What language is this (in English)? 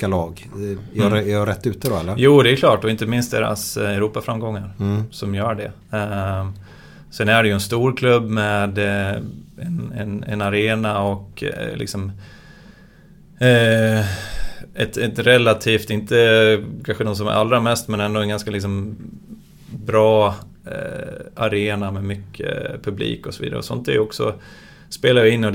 Swedish